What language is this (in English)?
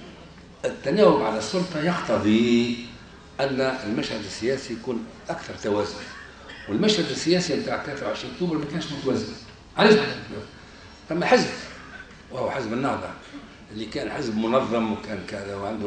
Tunisian Arabic